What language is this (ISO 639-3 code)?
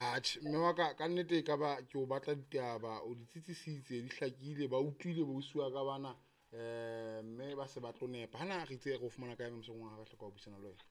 sot